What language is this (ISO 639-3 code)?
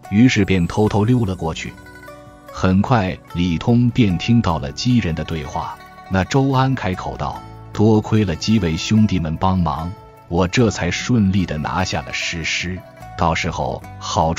zho